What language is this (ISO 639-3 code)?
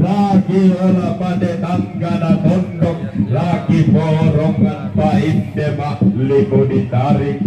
sda